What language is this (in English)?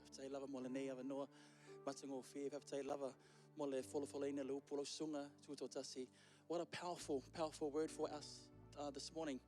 Samoan